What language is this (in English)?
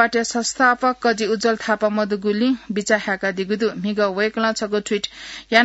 Newari